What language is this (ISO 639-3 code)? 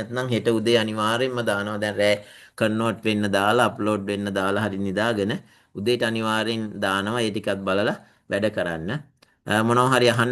sin